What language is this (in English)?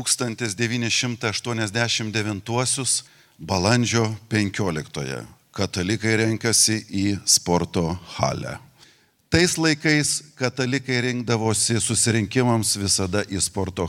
Lithuanian